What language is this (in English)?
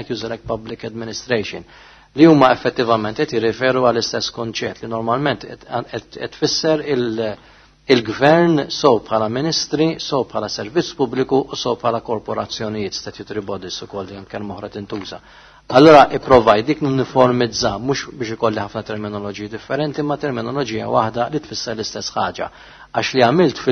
Maltese